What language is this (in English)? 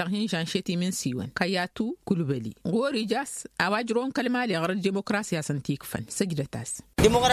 Tamasheq